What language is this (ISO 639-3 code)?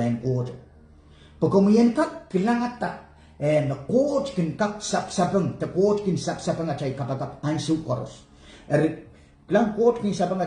pon